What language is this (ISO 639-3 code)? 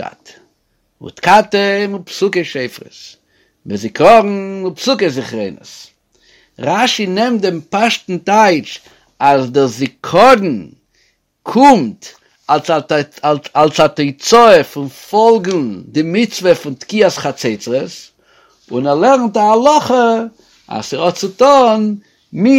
yid